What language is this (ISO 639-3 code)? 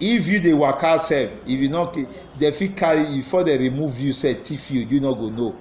pcm